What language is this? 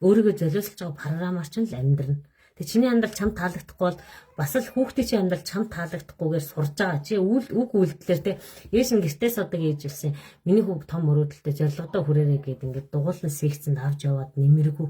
Mongolian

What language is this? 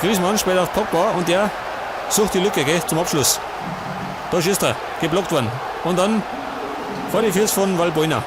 Bavarian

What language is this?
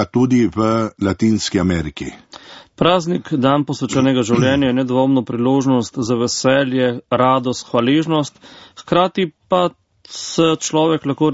Slovenian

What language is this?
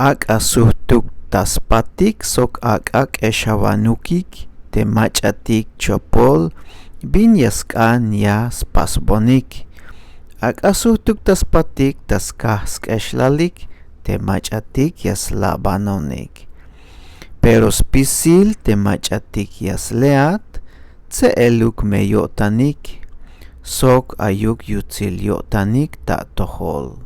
Tzeltal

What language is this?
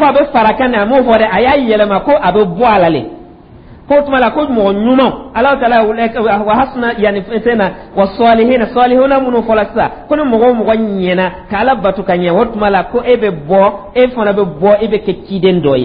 Dyula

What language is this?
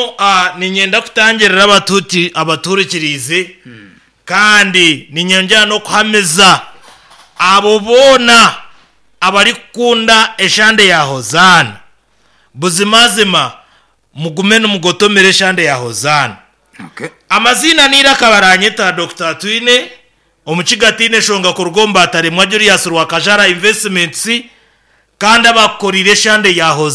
Nyankole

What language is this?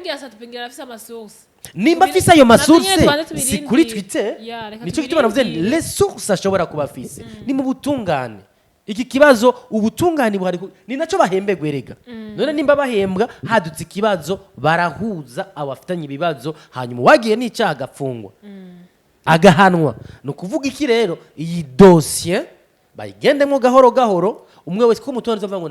Rundi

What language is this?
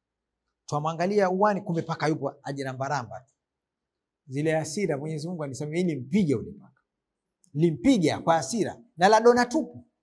Swahili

